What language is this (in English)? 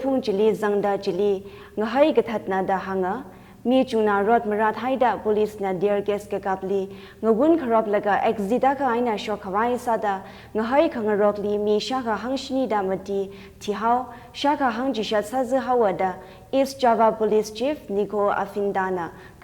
Tangkhul Naga (India)